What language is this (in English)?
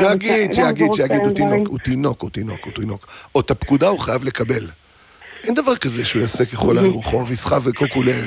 Hebrew